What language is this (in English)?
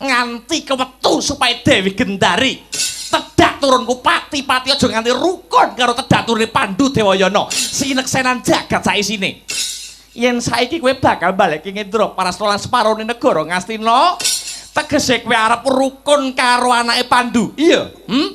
Javanese